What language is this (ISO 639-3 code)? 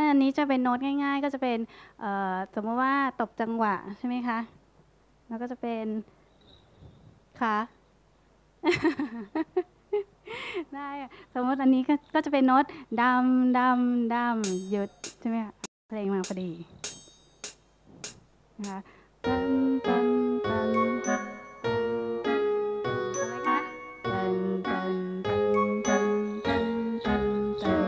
tha